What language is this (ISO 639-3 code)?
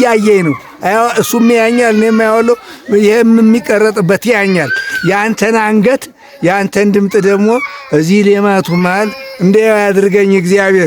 amh